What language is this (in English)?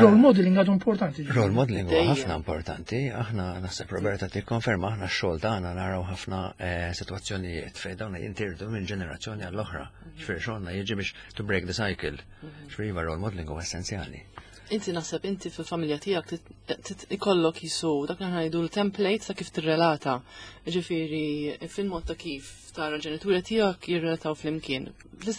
Maltese